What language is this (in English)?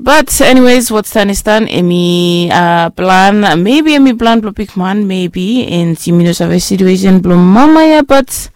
Bislama